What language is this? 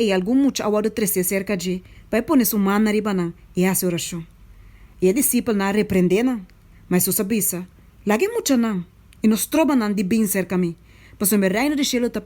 Papiamento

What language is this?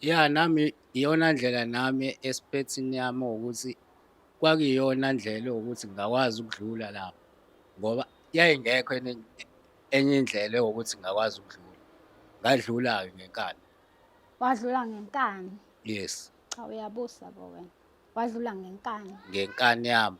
Zulu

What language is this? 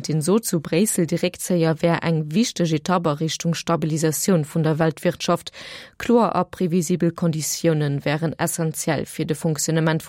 Luxembourgish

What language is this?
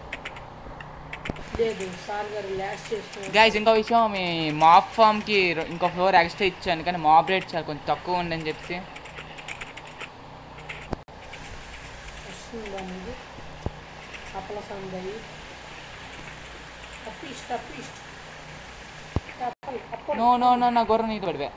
Telugu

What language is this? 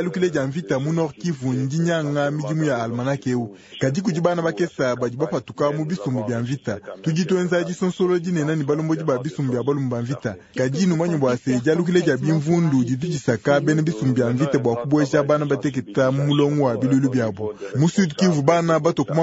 Luba-Lulua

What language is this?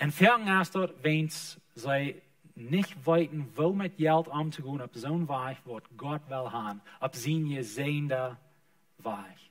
Plautdietsch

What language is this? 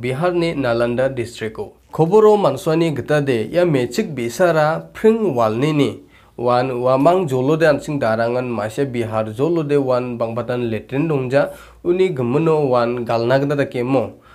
Garo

